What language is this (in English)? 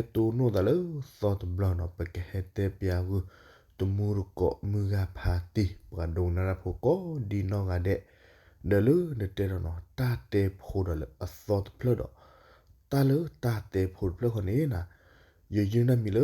S'gaw Karen